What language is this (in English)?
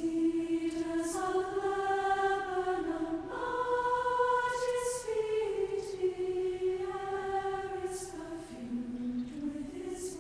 Tahitian